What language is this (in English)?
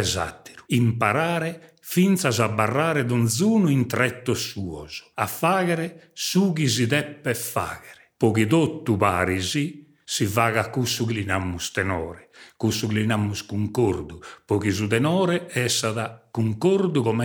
Sardinian